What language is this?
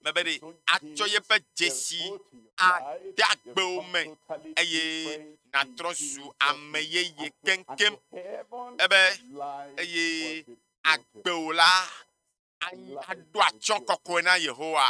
Ewe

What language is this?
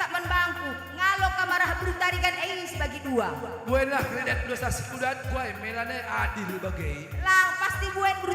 Batak Karo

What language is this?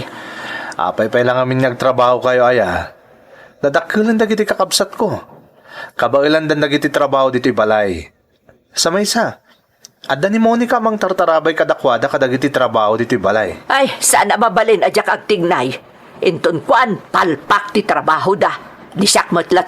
Iloko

